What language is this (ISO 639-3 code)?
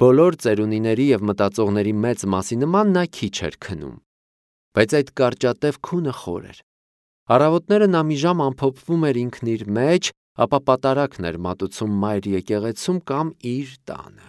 hye